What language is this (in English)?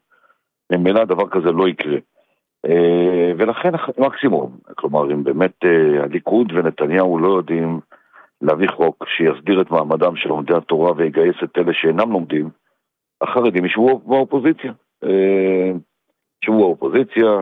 Hebrew